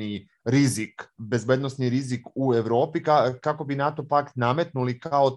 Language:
Serbian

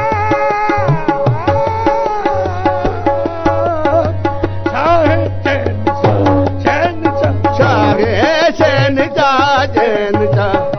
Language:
Punjabi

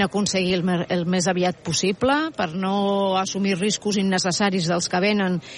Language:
Catalan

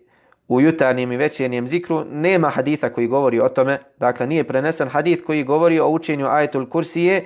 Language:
Bosnian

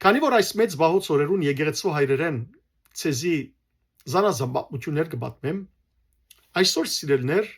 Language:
Western Armenian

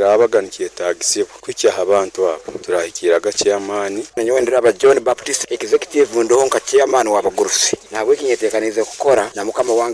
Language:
Nyoro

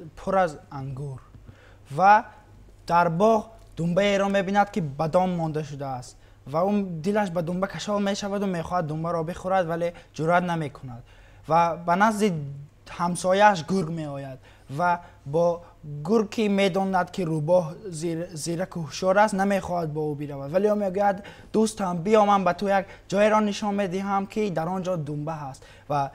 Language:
Tajik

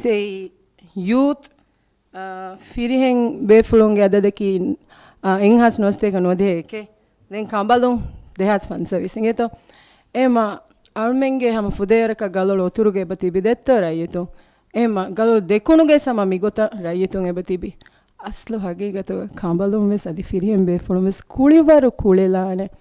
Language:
Divehi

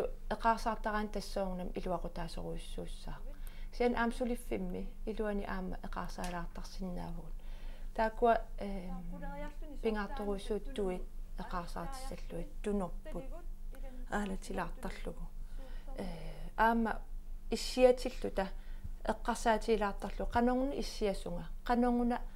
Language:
Kalaallisut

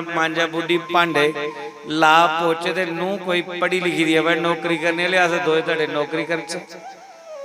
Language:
Dogri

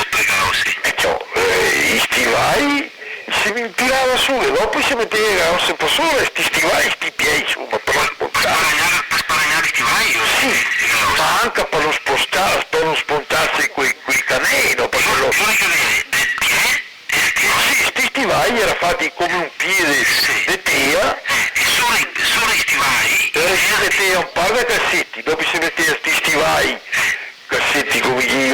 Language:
Venetian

